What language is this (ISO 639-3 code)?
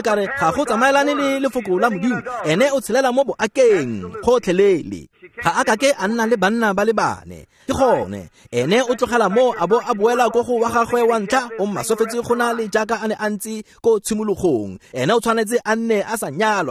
tsn